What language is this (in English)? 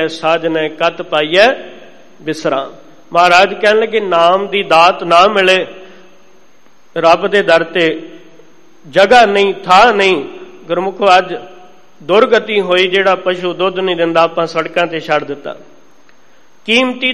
Punjabi